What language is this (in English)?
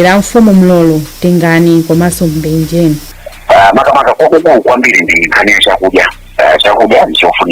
Nyanja